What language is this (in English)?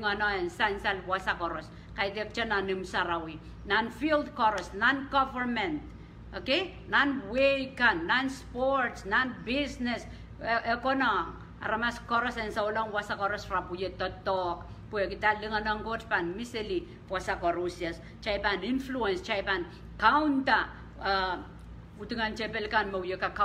Pohnpeian